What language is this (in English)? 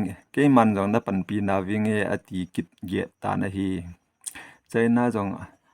Thado Chin